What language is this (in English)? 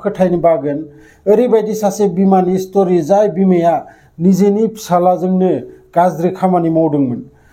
Bodo